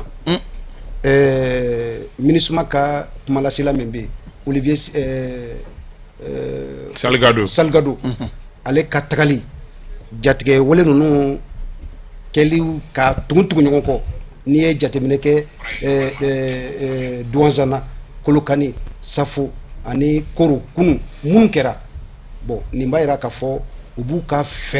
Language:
Bambara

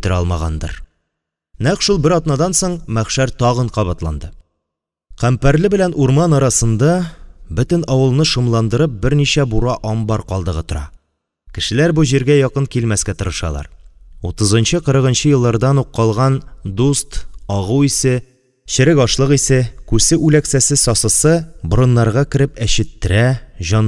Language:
Tatar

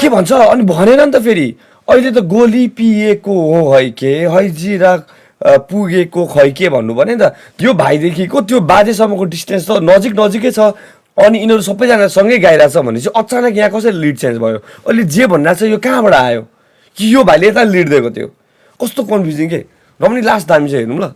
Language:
Nepali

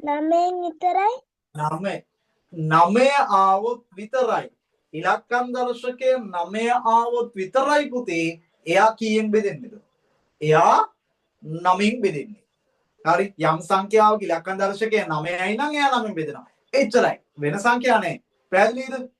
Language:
Sinhala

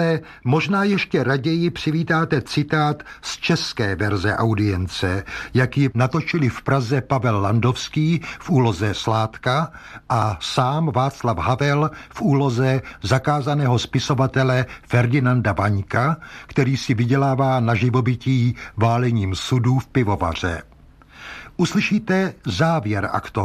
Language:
Czech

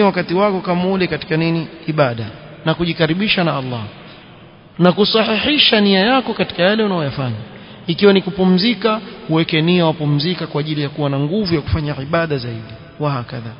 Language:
Swahili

